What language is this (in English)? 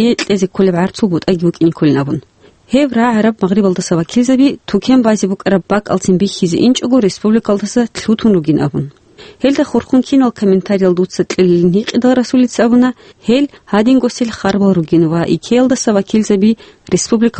Avaric